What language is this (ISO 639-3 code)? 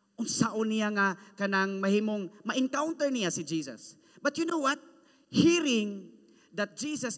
ceb